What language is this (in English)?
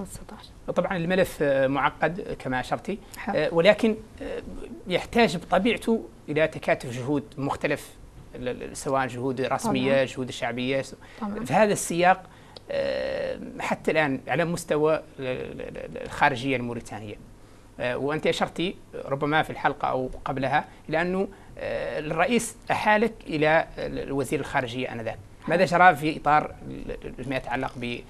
Arabic